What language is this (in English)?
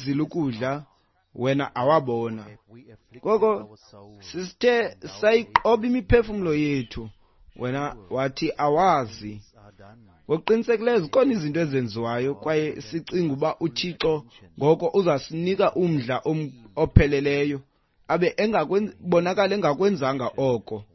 Xhosa